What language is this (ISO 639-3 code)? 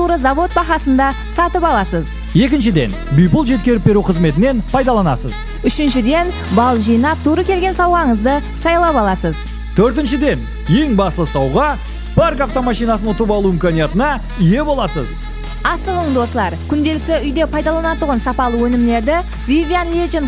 kaa